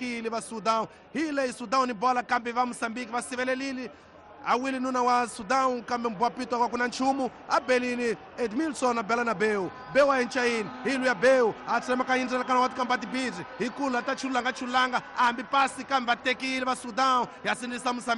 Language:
Tsonga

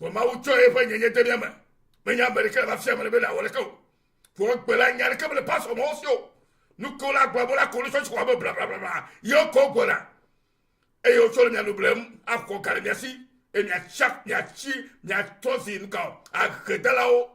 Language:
Ewe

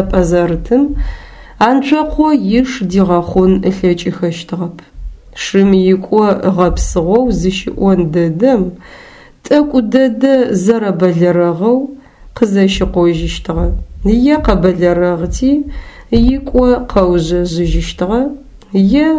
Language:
Adyghe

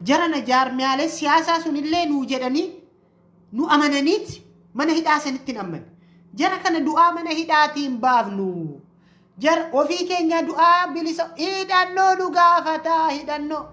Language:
Oromo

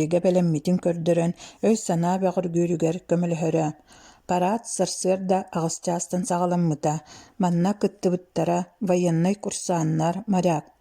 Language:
Yakut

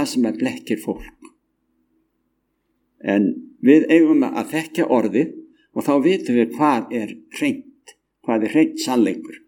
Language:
Icelandic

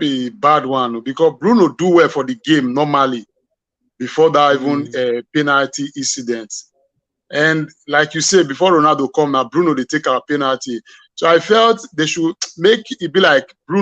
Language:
Nigerian Pidgin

